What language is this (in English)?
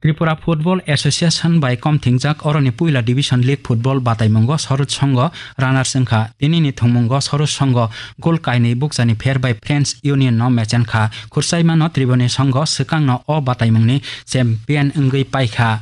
Kok Borok